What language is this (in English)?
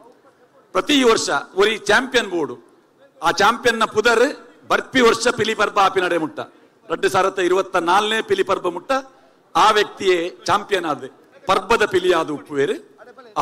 Tulu